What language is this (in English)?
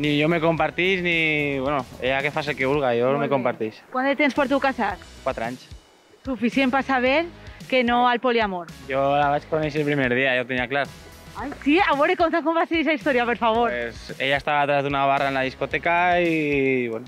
Catalan